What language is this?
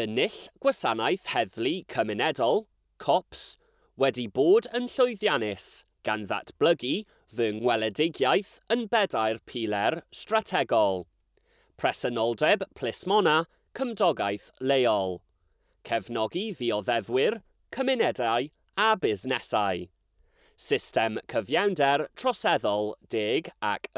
Welsh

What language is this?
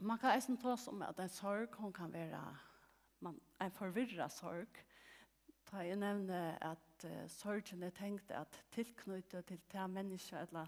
Faroese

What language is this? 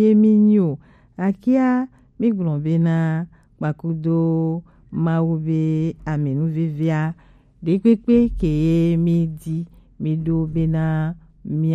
Gen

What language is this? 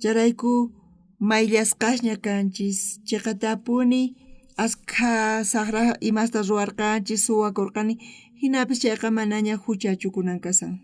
South Bolivian Quechua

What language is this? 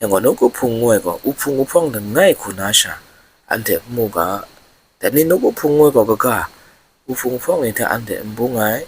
Kachin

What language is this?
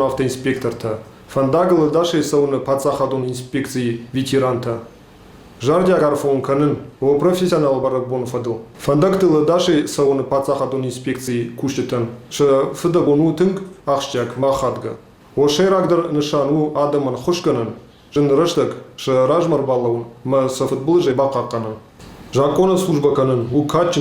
Ossetic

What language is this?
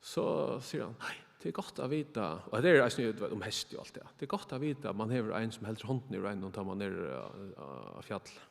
Faroese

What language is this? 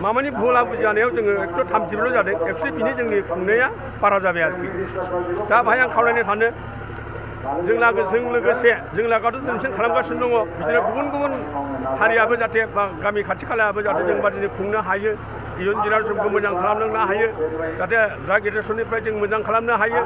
Bodo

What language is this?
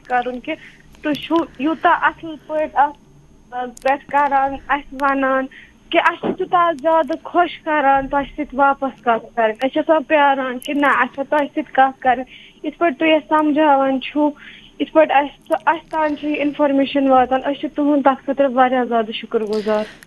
Kashmiri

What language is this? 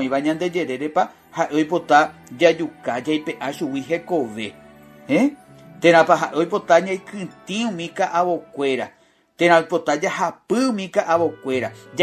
Guarani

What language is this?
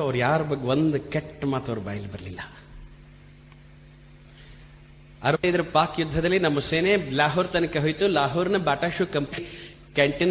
Kannada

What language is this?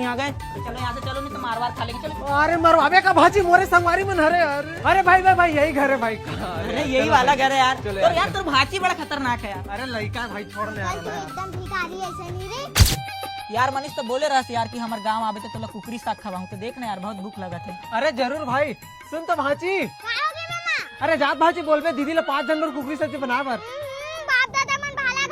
Chhattisgarhi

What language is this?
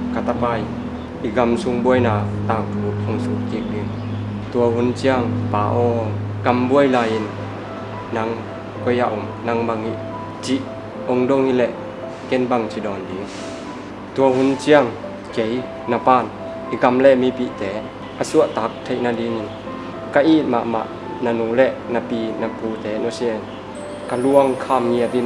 Tedim Chin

